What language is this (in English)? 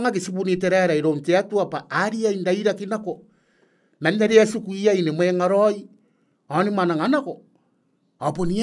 Gilbertese